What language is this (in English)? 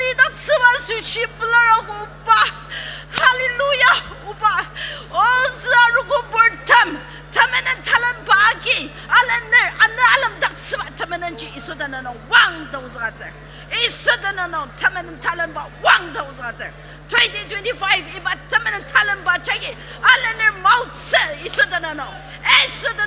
Ao Naga